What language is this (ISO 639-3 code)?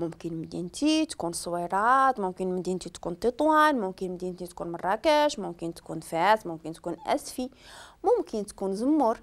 ary